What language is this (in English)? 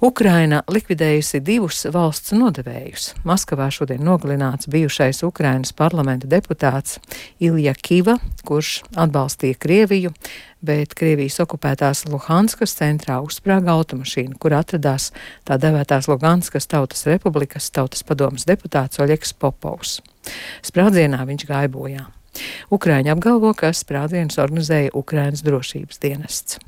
Latvian